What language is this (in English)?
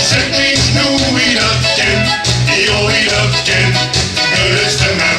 Limburgish